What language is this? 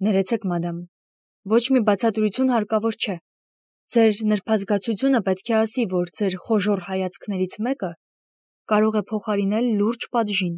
Armenian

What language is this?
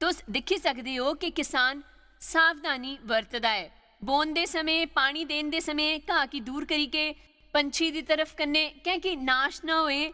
Dogri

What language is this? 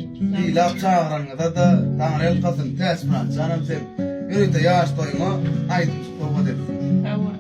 Turkmen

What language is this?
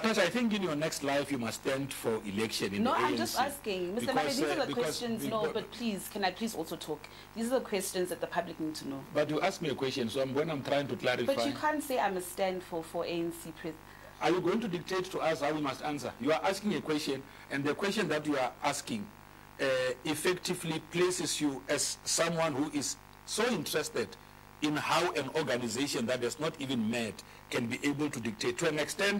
English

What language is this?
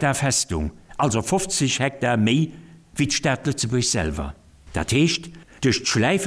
Luxembourgish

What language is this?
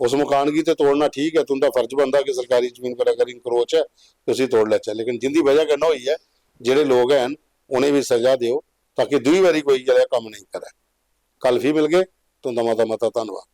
Dogri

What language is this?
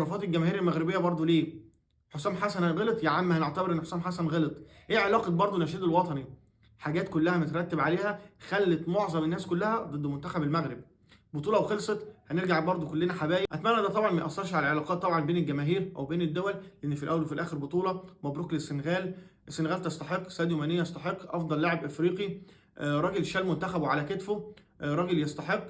Egyptian Arabic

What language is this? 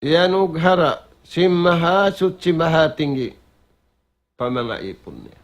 Tausug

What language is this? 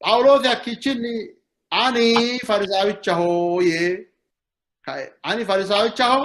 Sidamo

